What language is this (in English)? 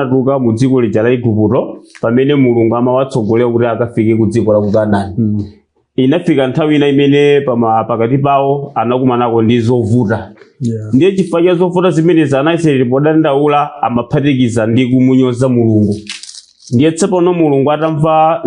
Nyanja